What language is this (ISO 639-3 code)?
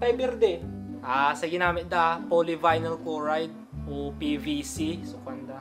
pag